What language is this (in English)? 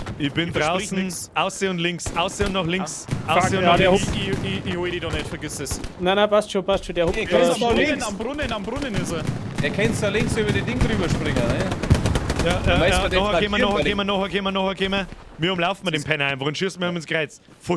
Bavarian